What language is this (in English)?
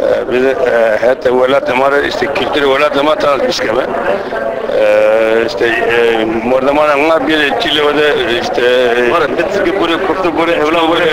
Zaza